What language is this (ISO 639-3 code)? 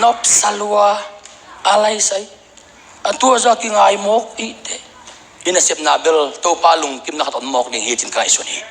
ctd